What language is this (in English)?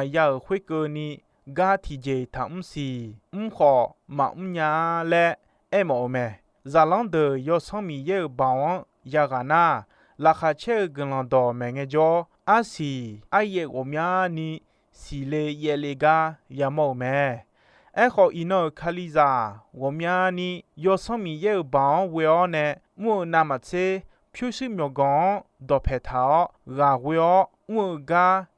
Akha